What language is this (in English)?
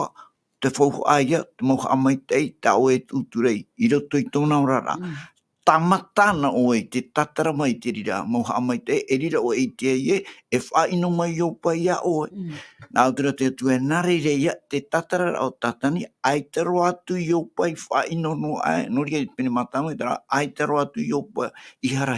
Tahitian